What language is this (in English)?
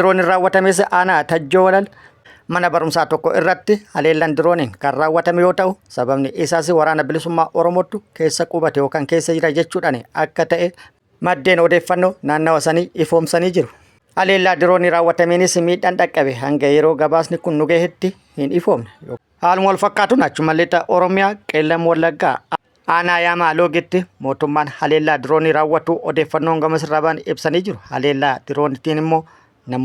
Oromo